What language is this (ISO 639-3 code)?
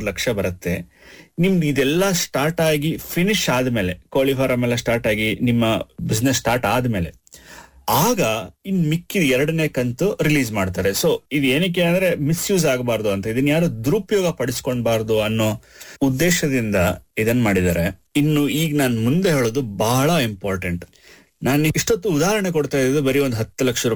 kan